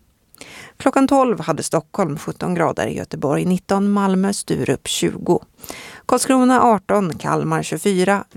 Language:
Swedish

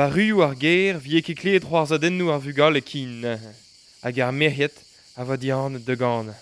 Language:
Breton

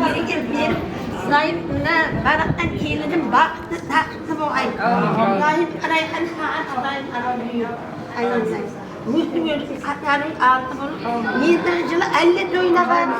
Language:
Kara-Kalpak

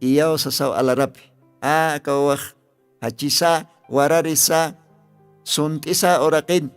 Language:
Aymara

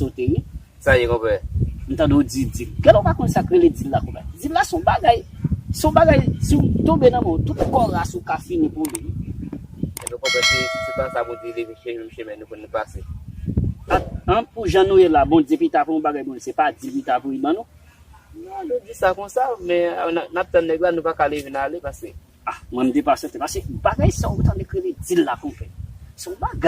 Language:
Haitian Creole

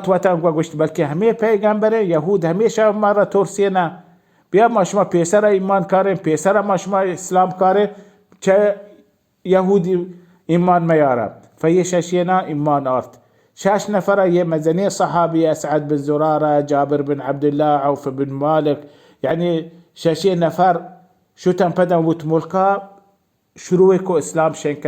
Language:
Baluchi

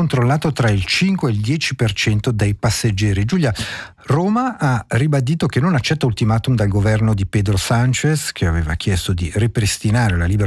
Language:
Italian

